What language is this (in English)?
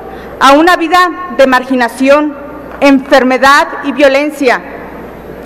Spanish